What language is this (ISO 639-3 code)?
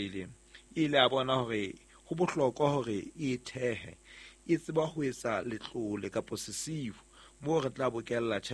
sot